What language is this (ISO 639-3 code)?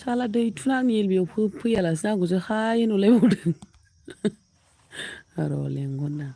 brx